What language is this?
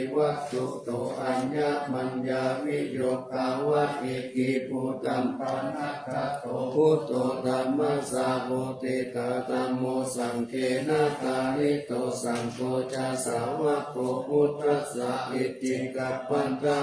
Pali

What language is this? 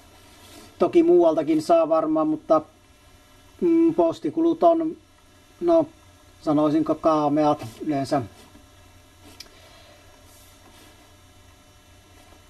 Finnish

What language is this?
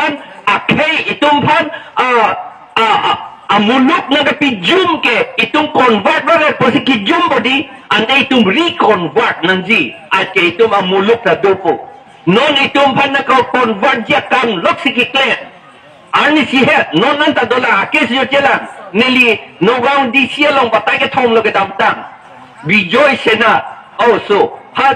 Karbi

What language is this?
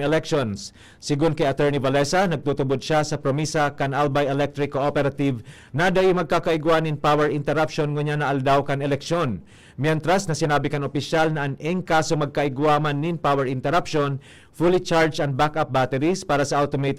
Bikol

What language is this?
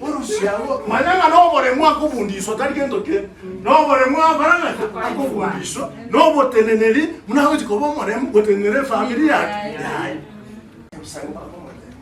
Gusii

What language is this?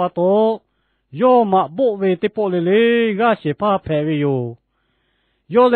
Lahu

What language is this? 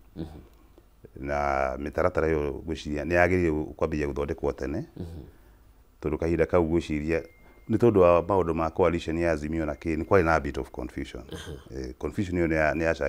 Kikuyu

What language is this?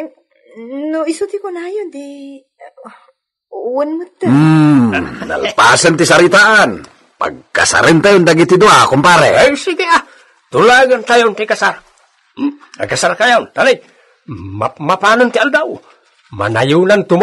Iloko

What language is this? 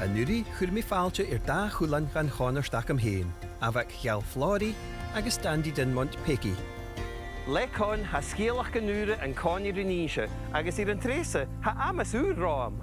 Scottish Gaelic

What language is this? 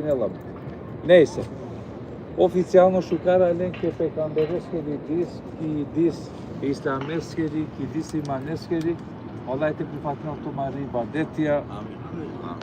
Balkan Romani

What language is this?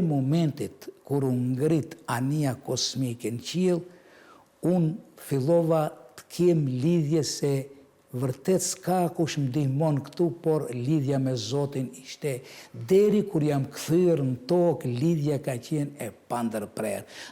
Albanian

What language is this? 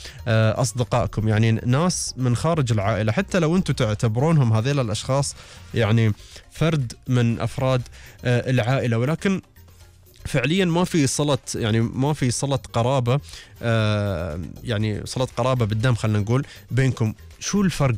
Gulf Arabic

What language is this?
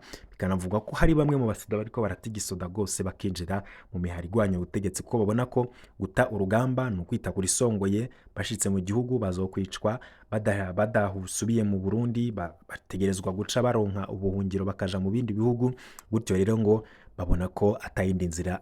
Rundi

